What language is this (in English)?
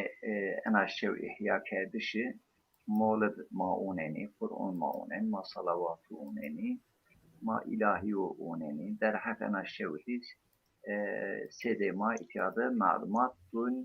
Zaza